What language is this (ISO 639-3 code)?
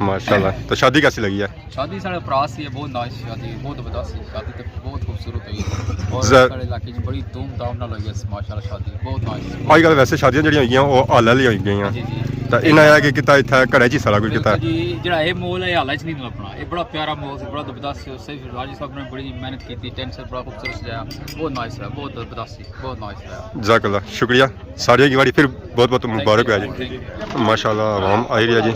phr